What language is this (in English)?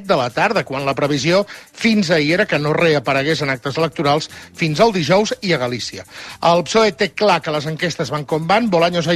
Catalan